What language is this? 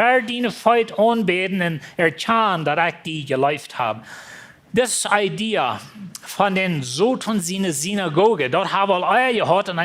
Plautdietsch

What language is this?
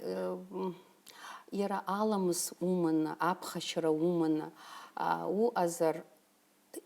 Abkhazian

